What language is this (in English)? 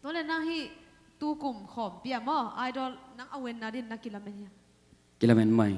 Tedim Chin